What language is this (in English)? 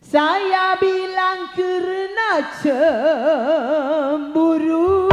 Betawi